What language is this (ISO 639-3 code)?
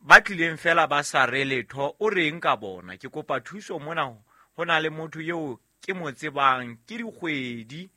sot